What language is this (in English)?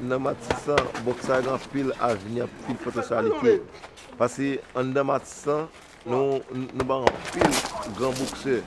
Haitian Creole